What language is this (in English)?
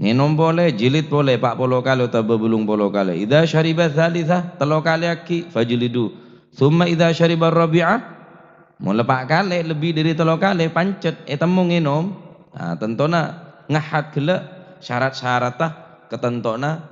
Madurese